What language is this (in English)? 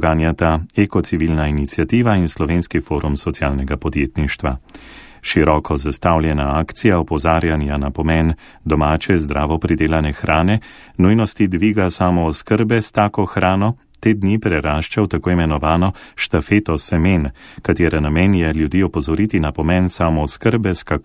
Slovenian